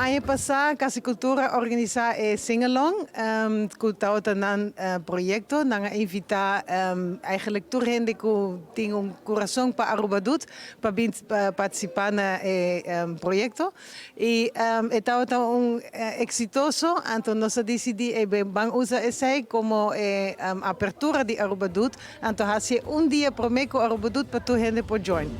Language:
Papiamento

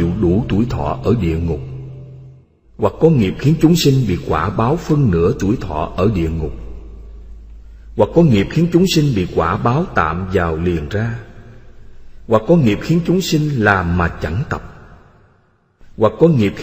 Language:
Vietnamese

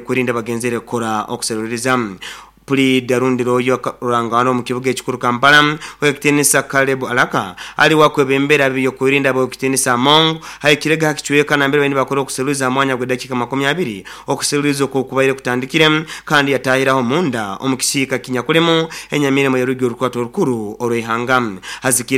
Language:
Nyoro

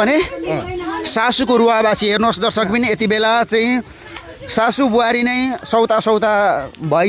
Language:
Nepali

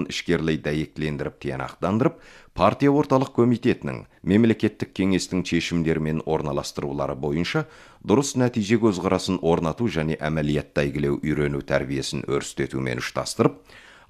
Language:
Kazakh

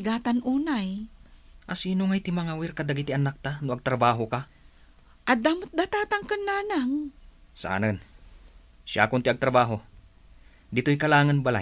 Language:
Iloko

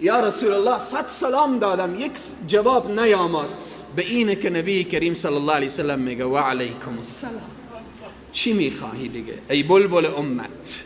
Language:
Persian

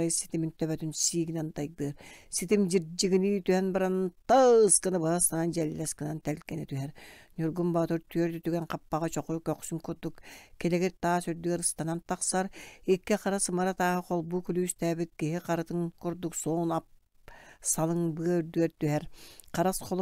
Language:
Yakut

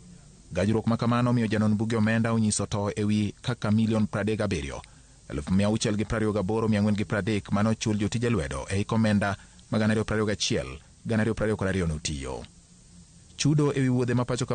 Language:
Luo (Kenya and Tanzania)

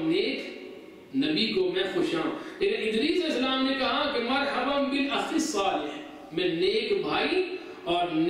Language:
Urdu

